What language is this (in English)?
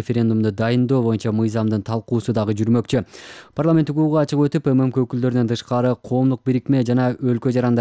Kyrgyz